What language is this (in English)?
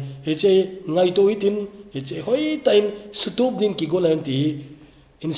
Thado Chin